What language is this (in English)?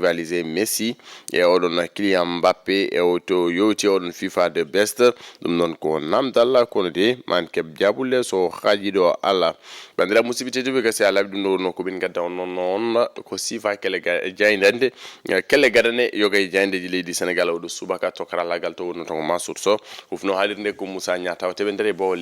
Fula